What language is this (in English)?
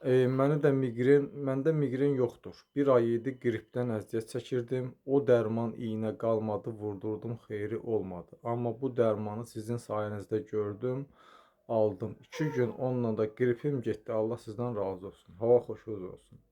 Azerbaijani